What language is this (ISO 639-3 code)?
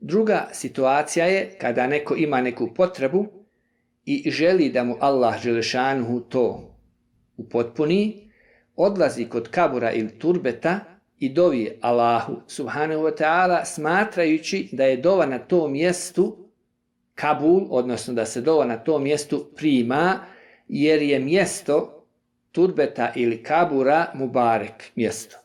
bos